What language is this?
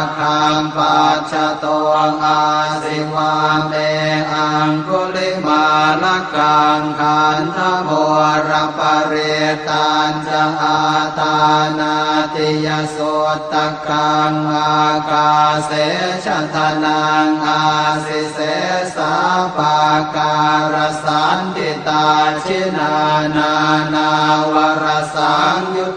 Pali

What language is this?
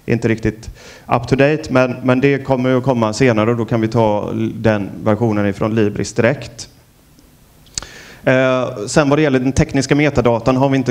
Swedish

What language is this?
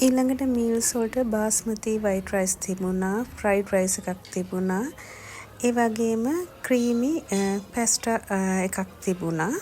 Sinhala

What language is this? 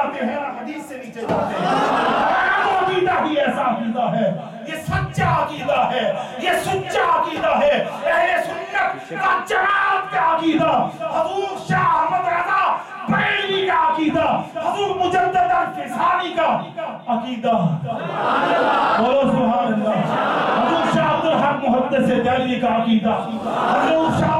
Urdu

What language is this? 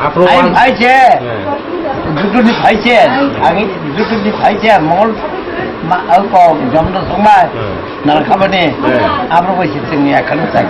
Kok Borok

